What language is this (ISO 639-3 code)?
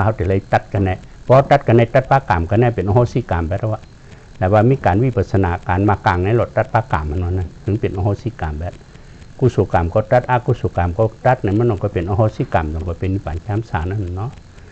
shn